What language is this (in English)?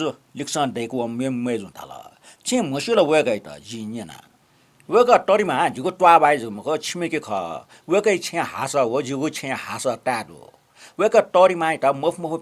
Newari